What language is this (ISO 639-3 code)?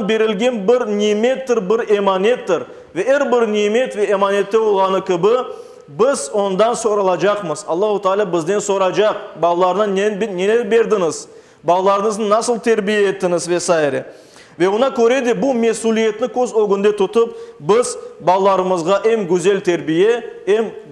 crh